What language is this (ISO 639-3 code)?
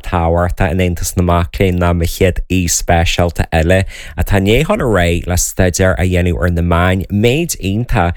gle